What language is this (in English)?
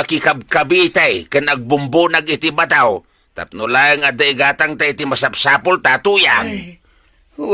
Iloko